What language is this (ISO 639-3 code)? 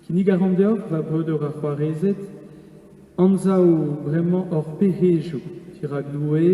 bre